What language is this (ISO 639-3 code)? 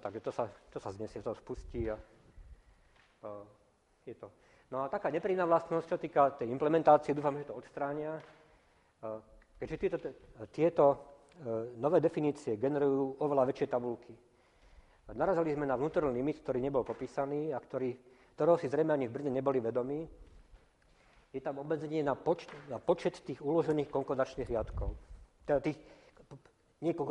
slk